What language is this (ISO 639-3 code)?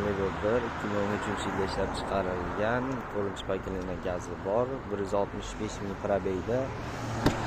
uzb